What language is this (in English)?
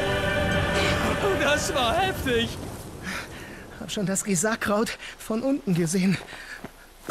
German